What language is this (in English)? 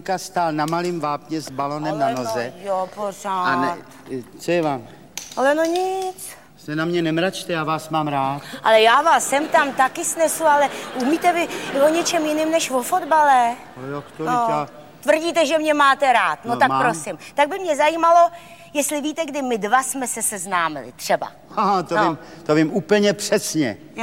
Czech